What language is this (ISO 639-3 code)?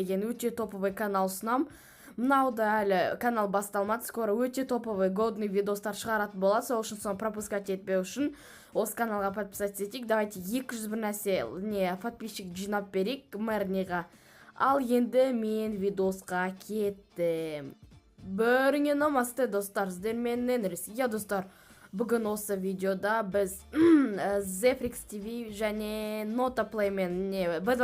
kaz